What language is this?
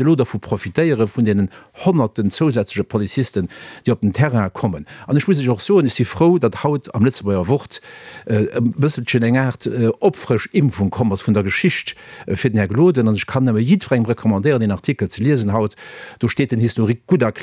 Luxembourgish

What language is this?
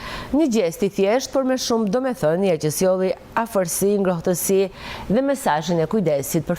Albanian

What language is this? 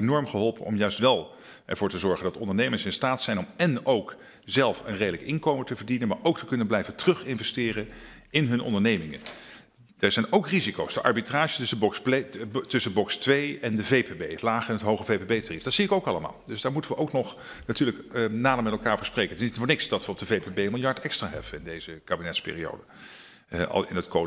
Dutch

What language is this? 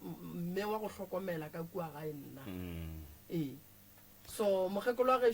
Northern Sotho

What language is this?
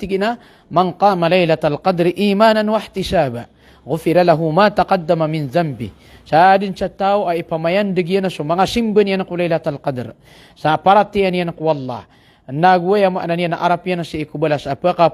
Maranao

